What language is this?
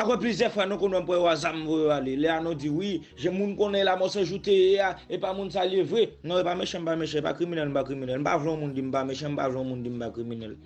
Haitian Creole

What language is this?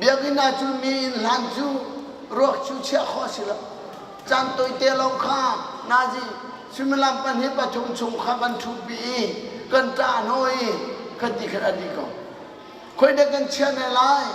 Hakha Chin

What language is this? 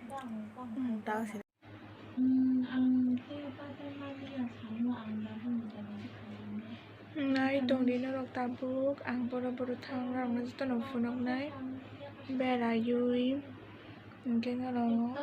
Kok Borok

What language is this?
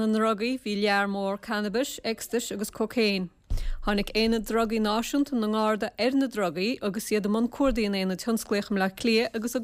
Irish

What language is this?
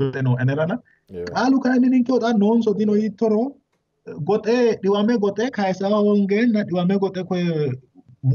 Sidamo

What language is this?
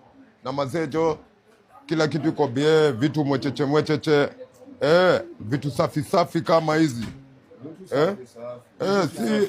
Swahili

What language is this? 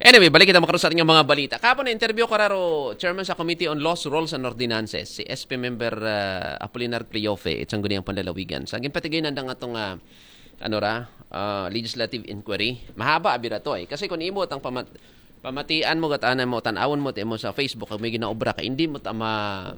Aklanon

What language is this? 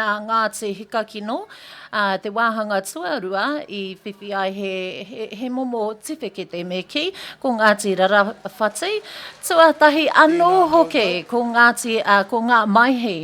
Māori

